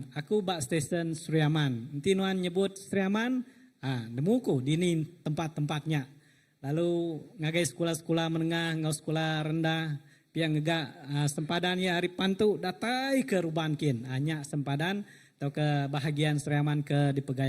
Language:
Iban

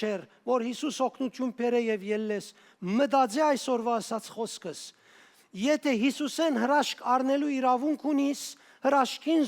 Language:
Western Armenian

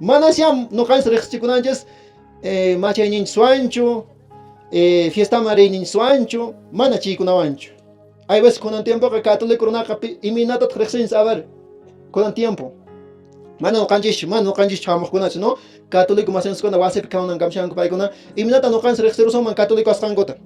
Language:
Quechua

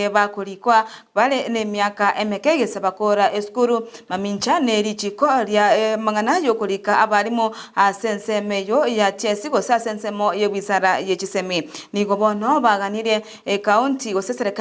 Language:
Gusii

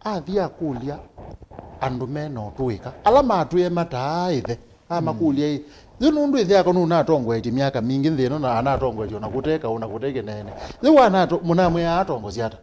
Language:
Kamba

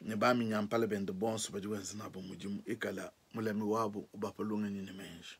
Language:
Luba-Lulua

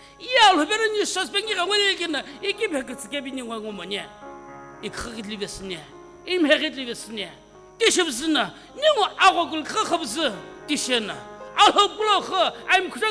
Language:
Sumi Naga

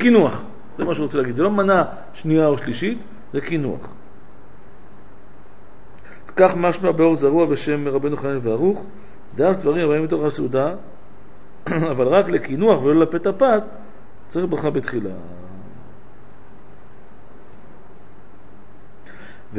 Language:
Hebrew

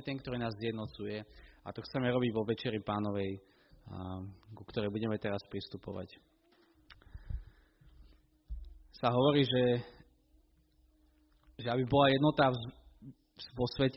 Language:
Slovak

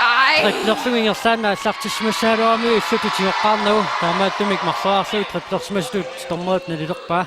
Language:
Kalaallisut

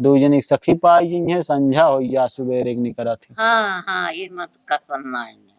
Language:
Awadhi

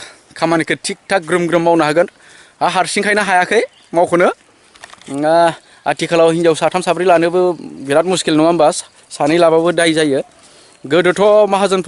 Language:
Bodo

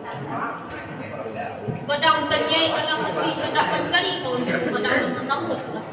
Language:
Minangkabau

